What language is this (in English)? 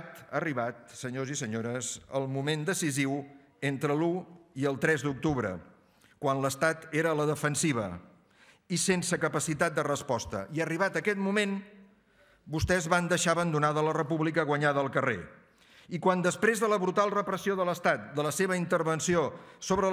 Catalan